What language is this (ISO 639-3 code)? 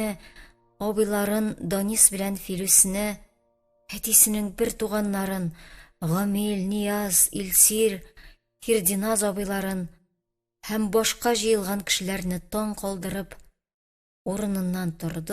tat